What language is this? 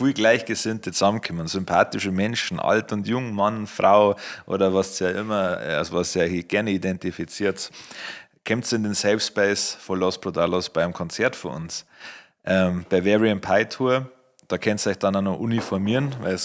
Bavarian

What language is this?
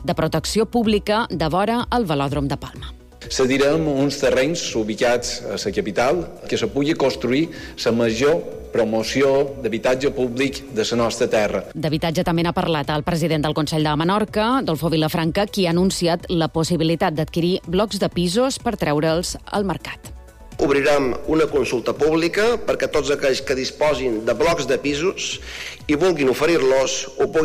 Catalan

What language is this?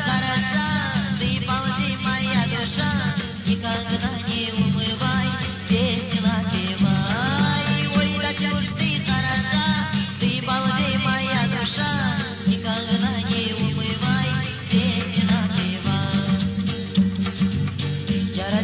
Russian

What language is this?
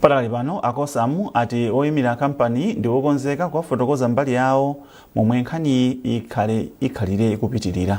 Nyanja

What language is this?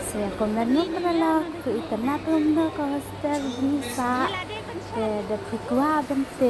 Khasi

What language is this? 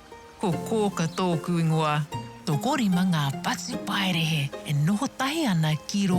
Māori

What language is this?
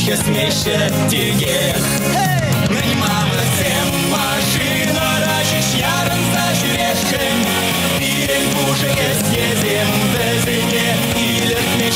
Chuvash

